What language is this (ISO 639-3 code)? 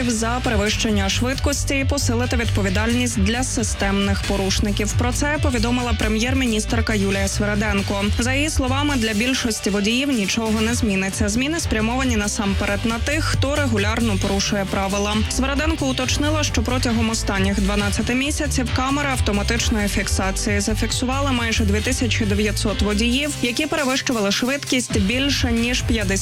ukr